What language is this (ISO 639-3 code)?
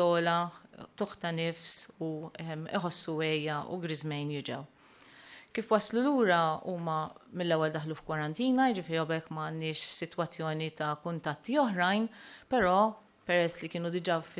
mlt